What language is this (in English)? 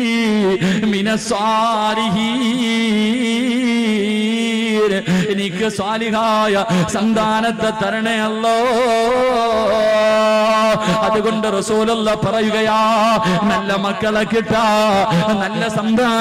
Malayalam